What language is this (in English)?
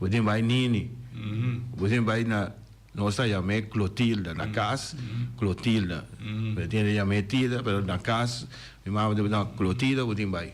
Papiamento